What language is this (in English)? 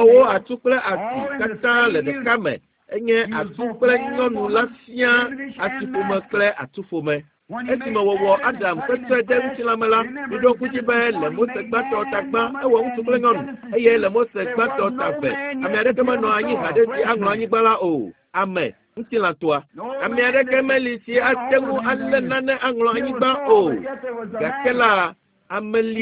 Ewe